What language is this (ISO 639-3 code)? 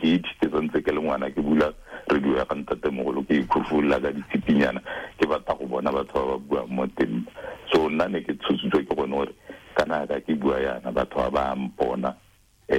tsn